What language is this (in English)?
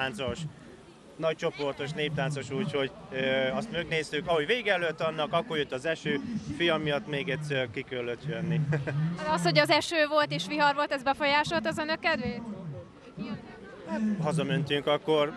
Hungarian